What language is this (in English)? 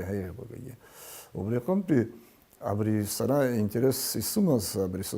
Abkhazian